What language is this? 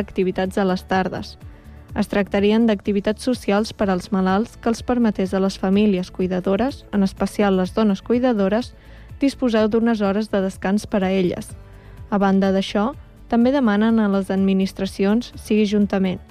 Catalan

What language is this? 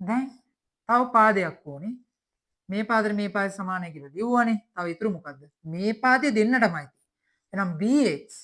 Sinhala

